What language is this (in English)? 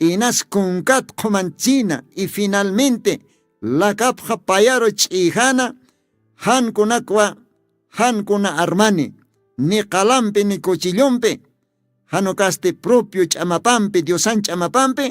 Aymara